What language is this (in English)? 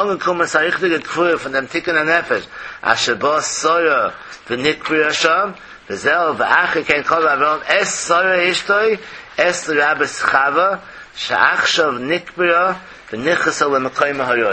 Yiddish